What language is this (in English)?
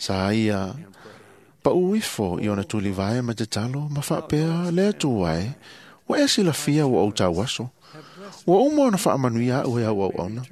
Samoan